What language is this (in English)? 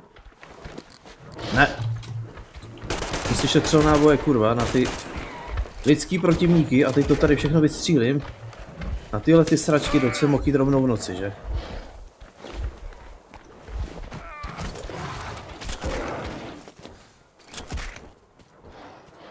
Czech